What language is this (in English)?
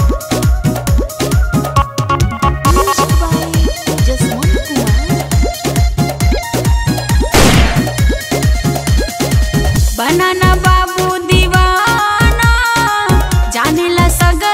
Bhojpuri